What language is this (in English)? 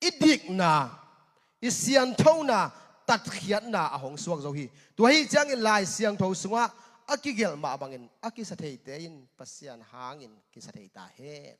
Tedim Chin